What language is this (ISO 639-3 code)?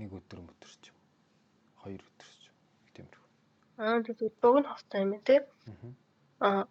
mon